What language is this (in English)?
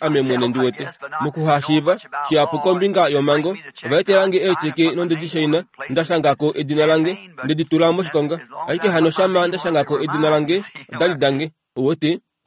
Kuanyama